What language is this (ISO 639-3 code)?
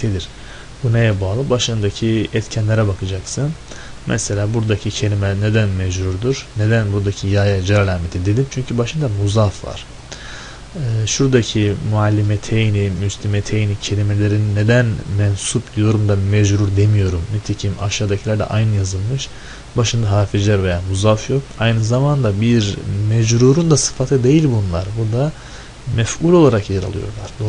tur